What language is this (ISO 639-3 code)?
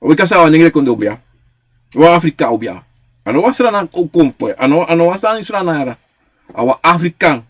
srn